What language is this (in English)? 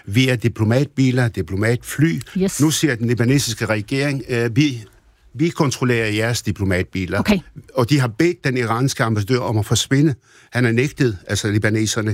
Danish